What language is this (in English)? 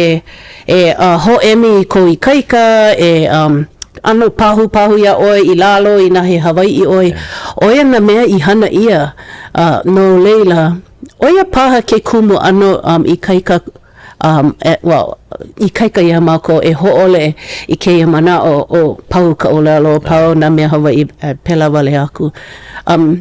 Hawaiian